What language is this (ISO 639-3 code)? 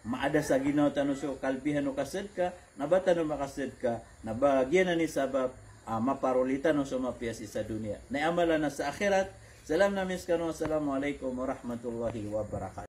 mrw